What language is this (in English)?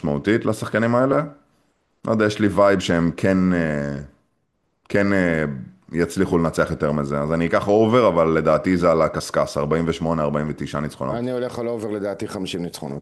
Hebrew